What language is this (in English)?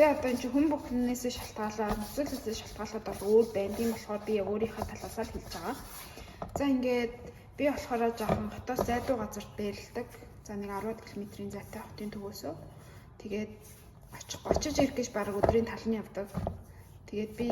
Mongolian